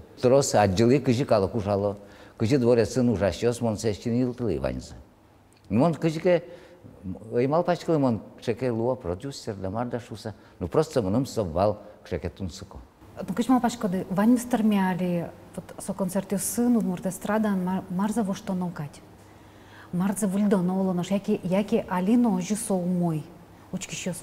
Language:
Udmurt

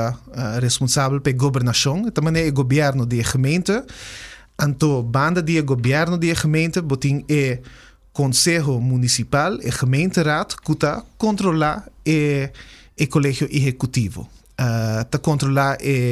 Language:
Papiamento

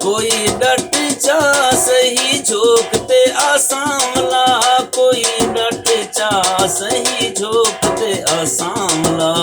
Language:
Saraiki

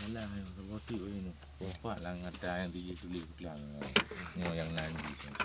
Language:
Achinese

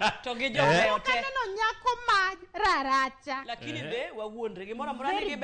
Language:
Luo (Kenya and Tanzania)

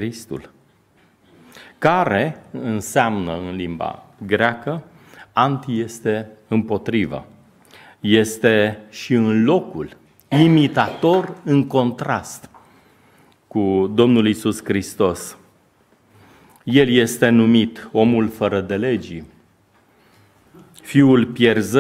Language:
Romanian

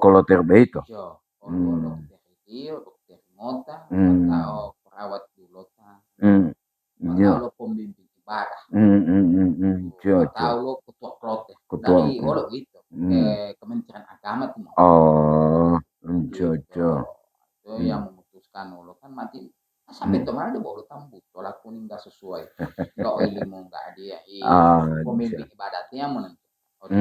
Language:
Gorontalo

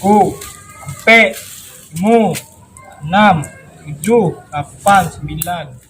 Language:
Minangkabau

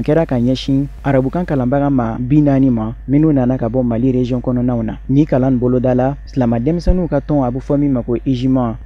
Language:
Bambara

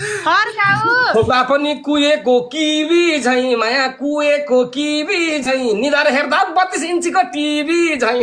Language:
Nepali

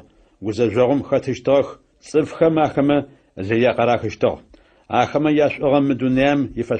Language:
Adyghe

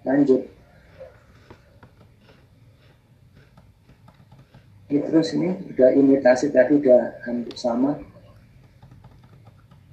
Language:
Indonesian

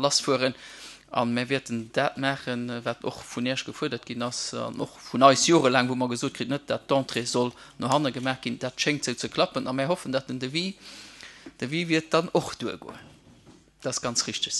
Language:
Luxembourgish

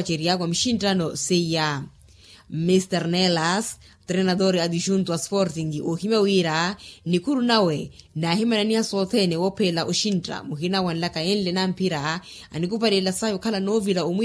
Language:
Makhuwa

